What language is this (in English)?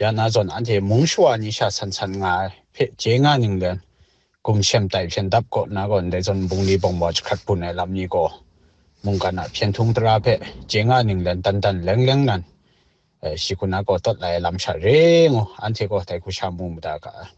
Kachin